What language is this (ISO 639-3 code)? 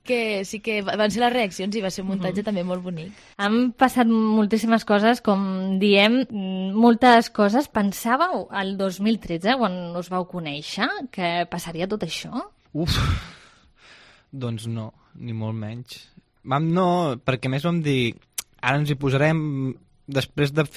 cat